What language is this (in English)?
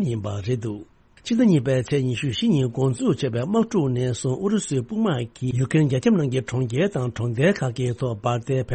Tibetan